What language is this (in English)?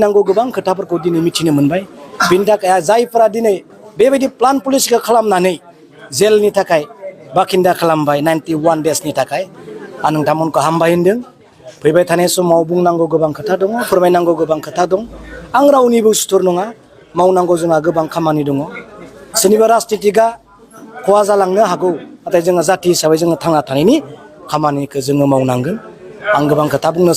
Bodo